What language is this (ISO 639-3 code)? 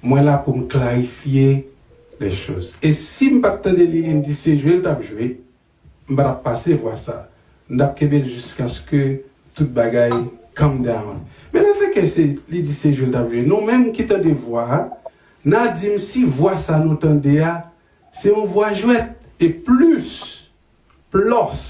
hat